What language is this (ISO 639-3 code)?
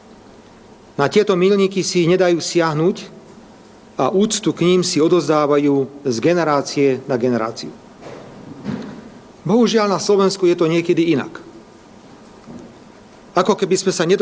slk